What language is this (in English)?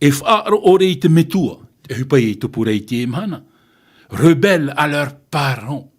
Tahitian